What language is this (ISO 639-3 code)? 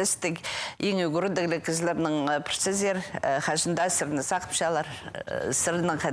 kjh